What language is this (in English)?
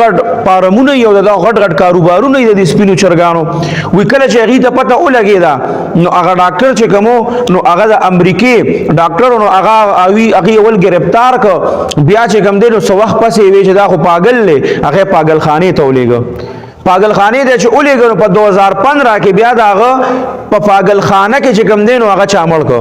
Pashto